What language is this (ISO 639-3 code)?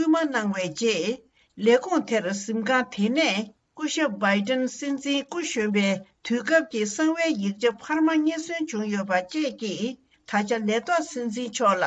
bod